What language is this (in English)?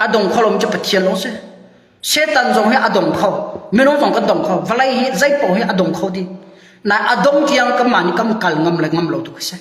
Hakha Chin